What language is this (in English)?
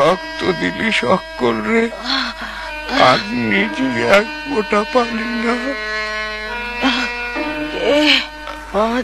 Bangla